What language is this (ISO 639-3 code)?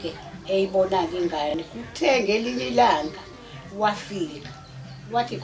zul